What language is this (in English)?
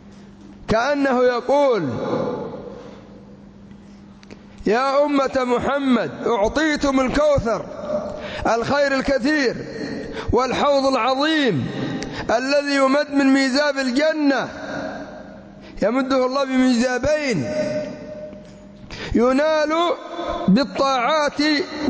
Arabic